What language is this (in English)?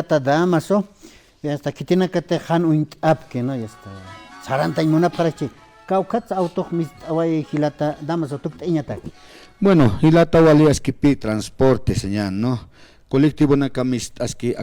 Aymara